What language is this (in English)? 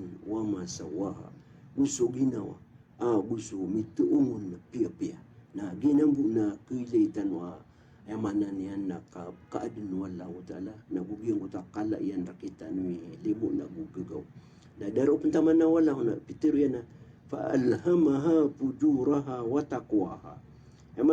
Maranao